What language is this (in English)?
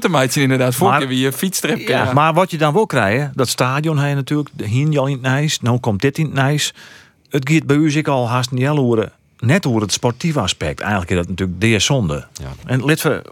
Western Frisian